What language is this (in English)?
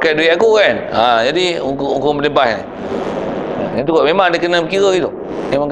Malay